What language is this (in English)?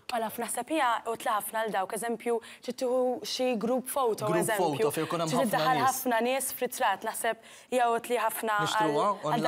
Maltese